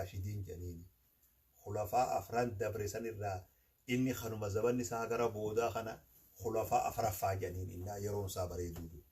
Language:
Oromo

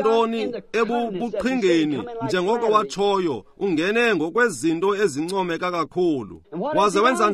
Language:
Xhosa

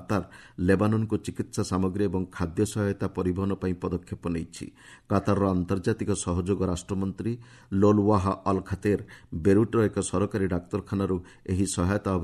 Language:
Odia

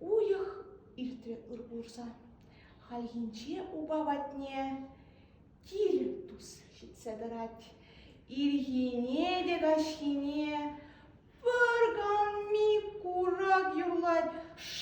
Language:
Chuvash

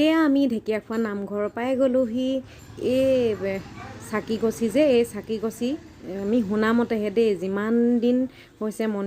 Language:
Assamese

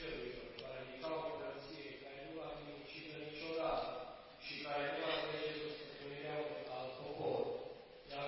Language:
Romanian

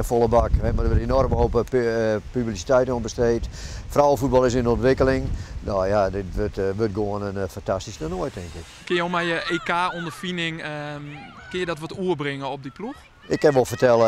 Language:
Western Frisian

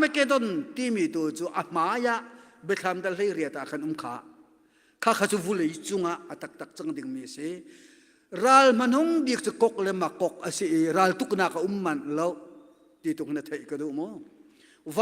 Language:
Hakha Chin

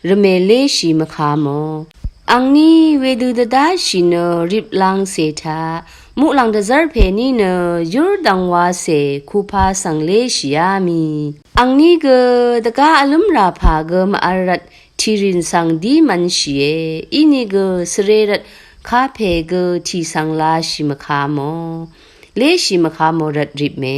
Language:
Rawang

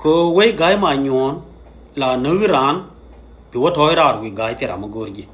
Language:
Nuer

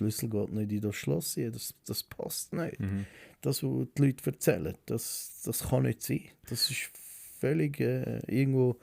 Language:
Swiss German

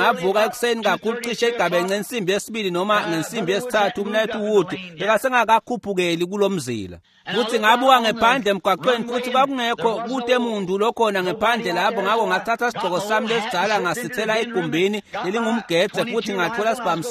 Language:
Swati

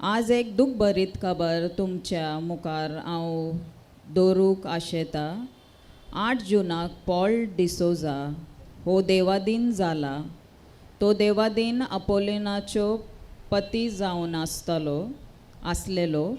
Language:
Konkani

